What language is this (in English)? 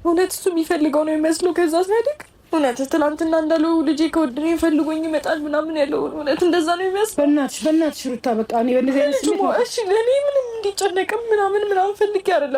Amharic